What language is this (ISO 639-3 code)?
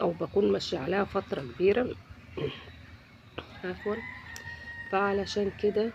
arz